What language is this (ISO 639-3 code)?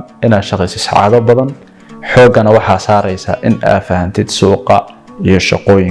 som